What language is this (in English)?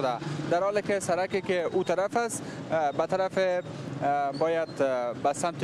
Persian